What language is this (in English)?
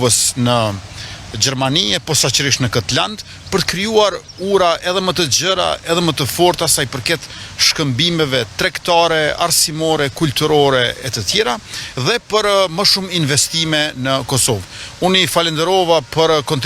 Albanian